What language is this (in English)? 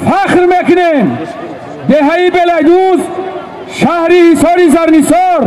Tajik